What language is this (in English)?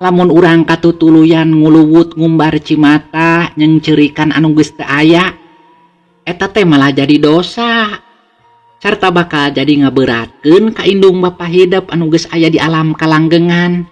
Sundanese